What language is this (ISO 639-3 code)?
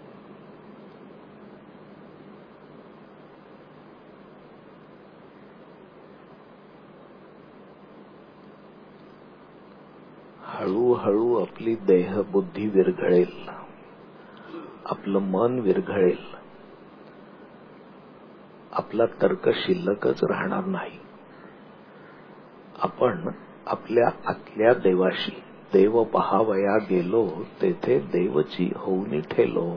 mar